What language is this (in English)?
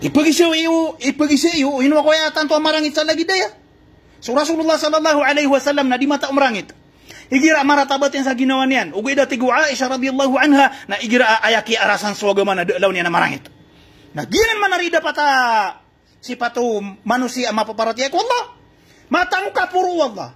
Maranao